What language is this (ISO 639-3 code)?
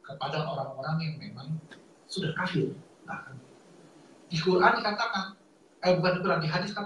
ind